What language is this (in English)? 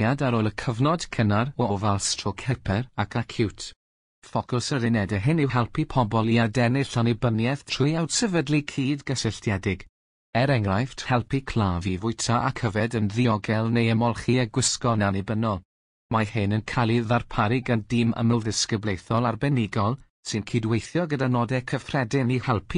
Welsh